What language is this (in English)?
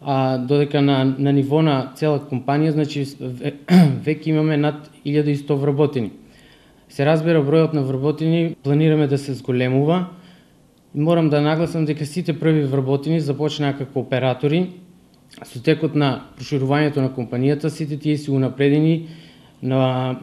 Macedonian